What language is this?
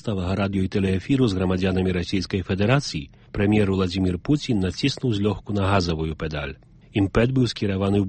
Belarusian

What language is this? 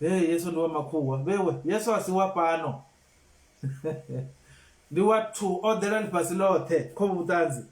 Venda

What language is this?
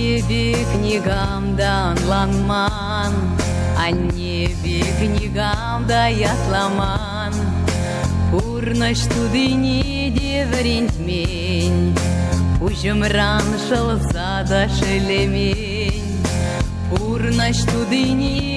Chuvash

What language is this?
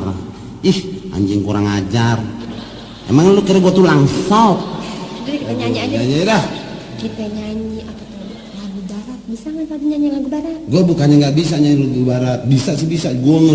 Betawi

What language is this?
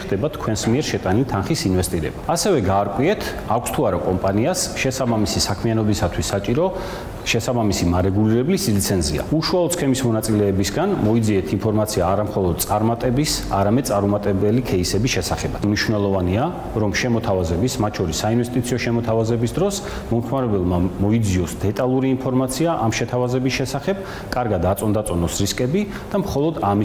Georgian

